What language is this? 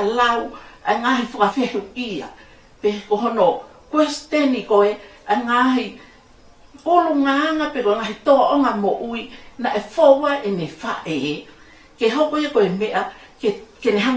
Tongan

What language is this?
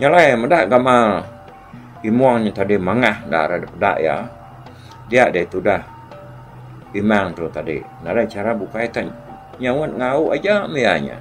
Iban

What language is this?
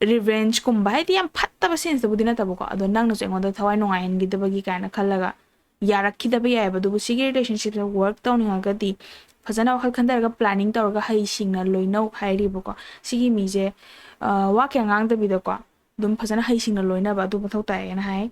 Manipuri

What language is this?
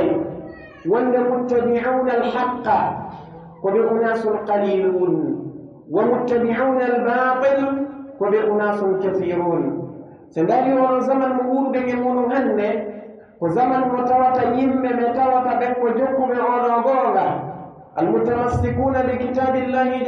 Pular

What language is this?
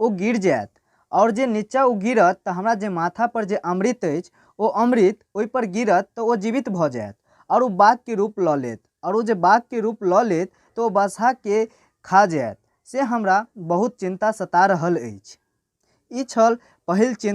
Maithili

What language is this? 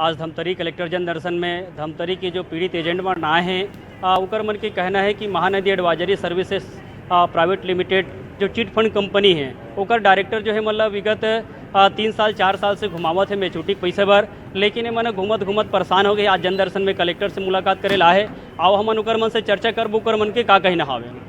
Chhattisgarhi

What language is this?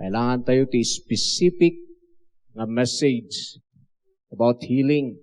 Iloko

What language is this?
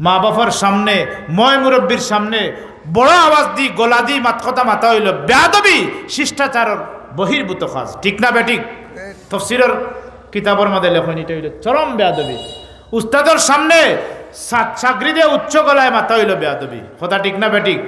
Sylheti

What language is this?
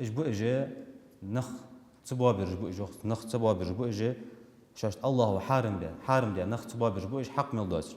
Ingush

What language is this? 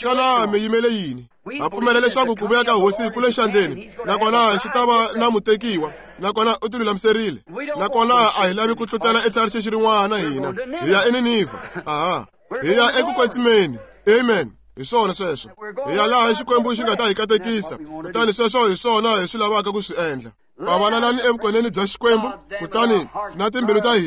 Tsonga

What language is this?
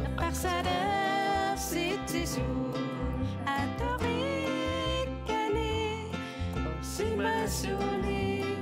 Kalaallisut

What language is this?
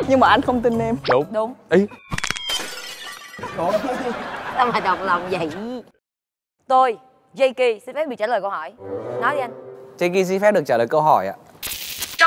Vietnamese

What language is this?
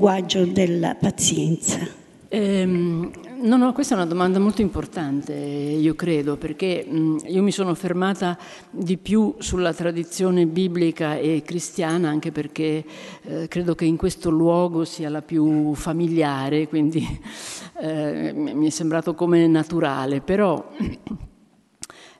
Italian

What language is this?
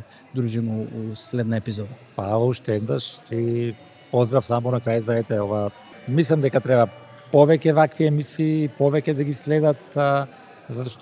Macedonian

